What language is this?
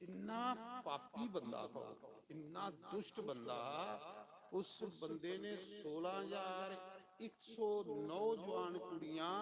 Dogri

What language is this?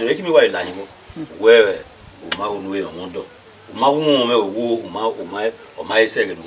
Bini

